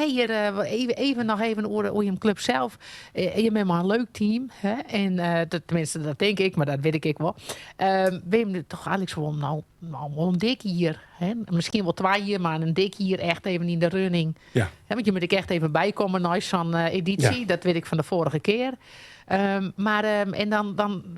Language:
Western Frisian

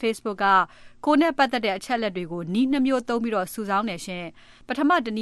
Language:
Burmese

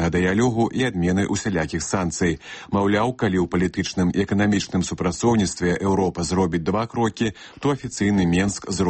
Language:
Belarusian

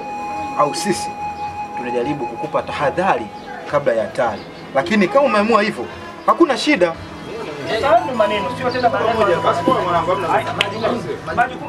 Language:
Swahili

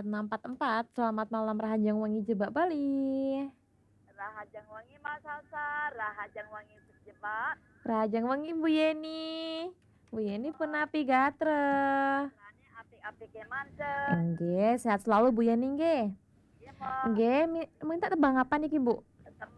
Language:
Balinese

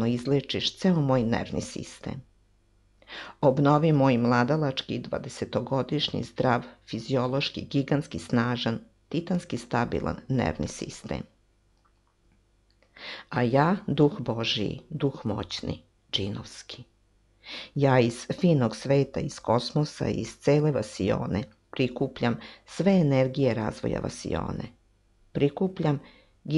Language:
Serbian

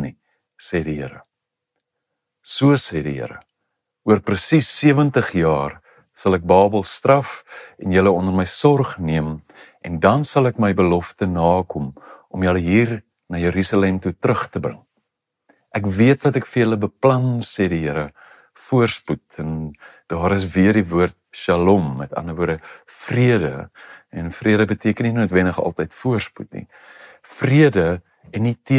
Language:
Afrikaans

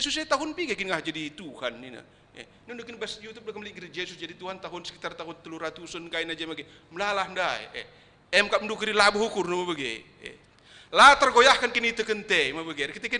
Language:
Batak Karo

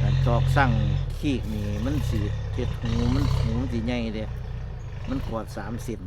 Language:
Northeastern Thai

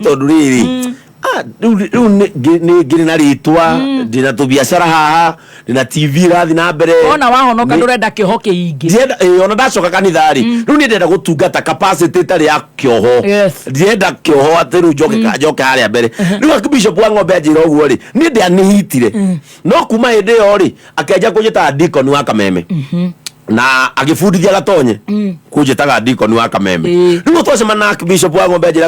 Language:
Kikuyu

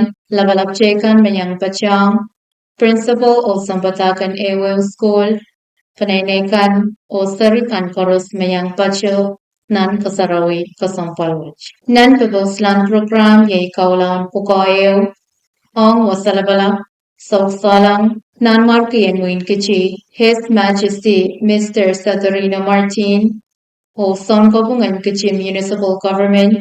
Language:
Pohnpeian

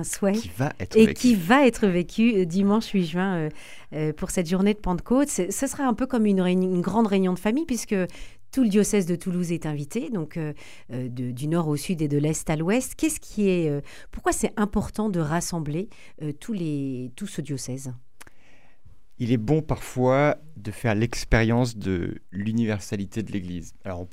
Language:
French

